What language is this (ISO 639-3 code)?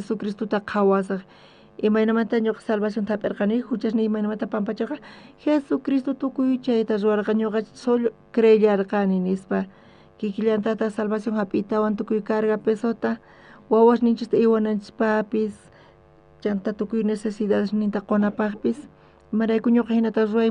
quh